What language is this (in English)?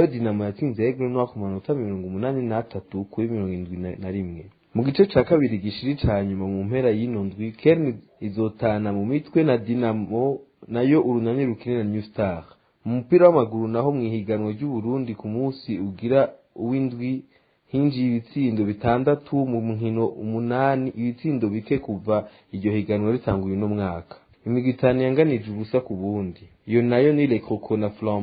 Rundi